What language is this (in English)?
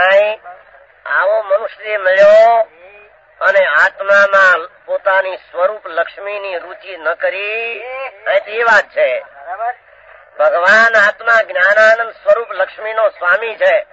Gujarati